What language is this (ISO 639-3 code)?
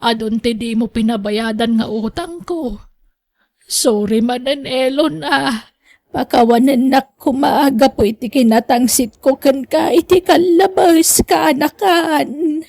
ilo